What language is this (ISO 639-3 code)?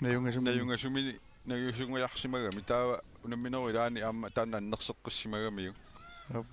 kal